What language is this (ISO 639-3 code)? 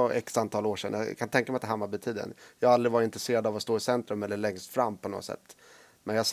swe